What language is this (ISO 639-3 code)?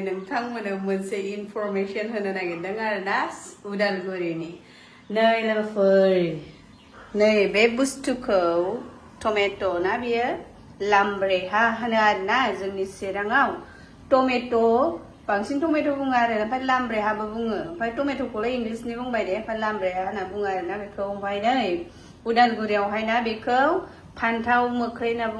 brx